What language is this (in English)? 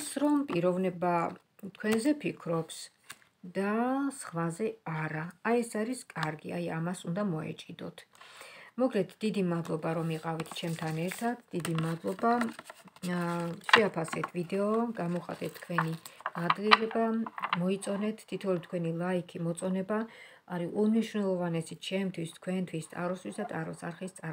Georgian